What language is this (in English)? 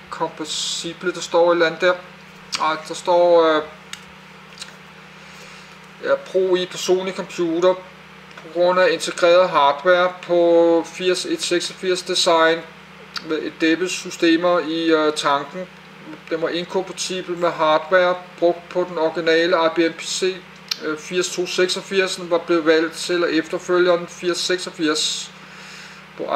Danish